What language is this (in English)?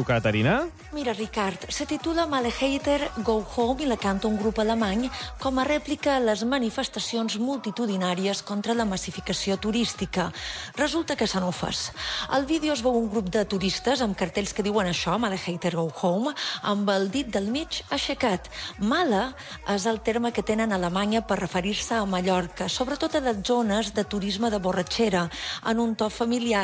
Catalan